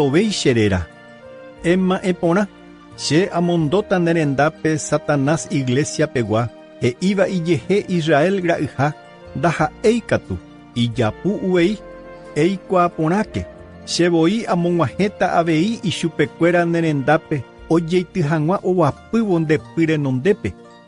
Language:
Guarani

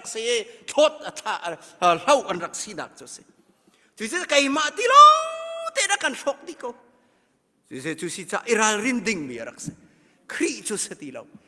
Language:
Hakha Chin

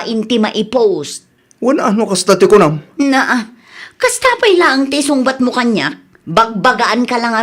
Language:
Iloko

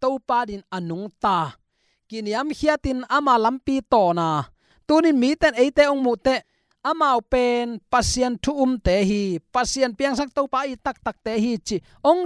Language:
Tedim Chin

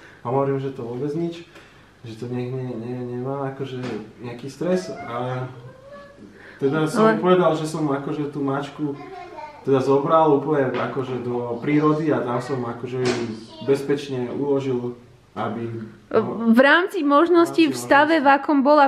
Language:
Slovak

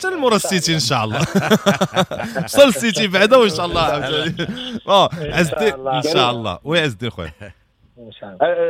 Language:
Moroccan Arabic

